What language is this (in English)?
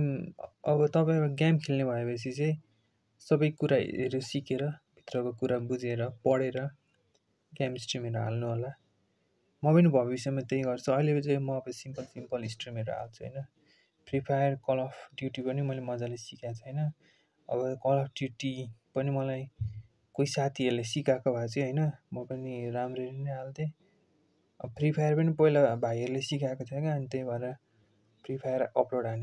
Nepali